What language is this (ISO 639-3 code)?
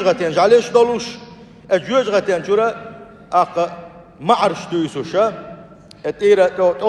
che